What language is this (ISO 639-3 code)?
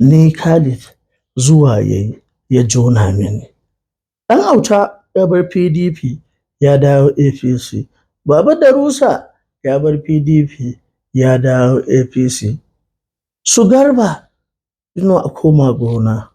hau